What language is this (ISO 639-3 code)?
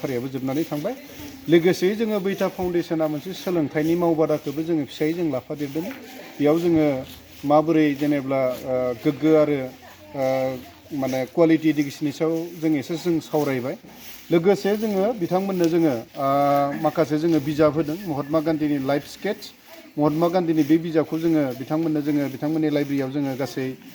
brx